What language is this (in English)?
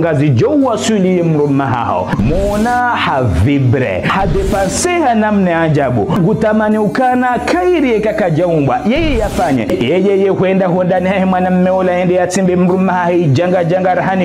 Ngazidja Comorian